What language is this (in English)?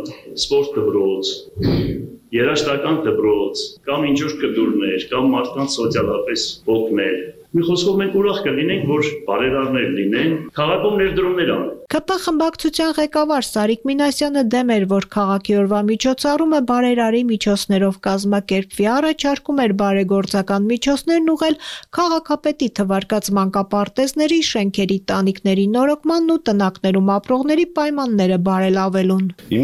Armenian